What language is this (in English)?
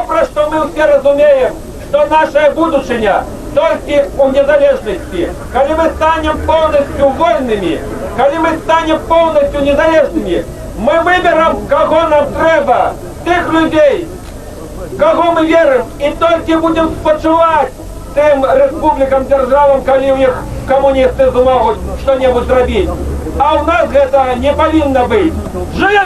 Belarusian